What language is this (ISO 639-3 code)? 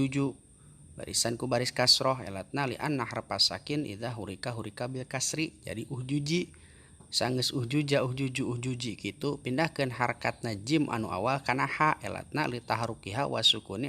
sun